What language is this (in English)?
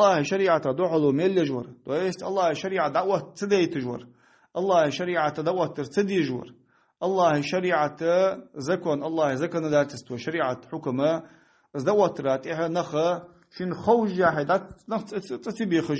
Ingush